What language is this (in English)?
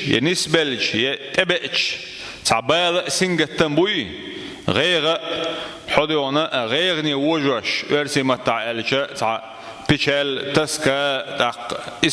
Chechen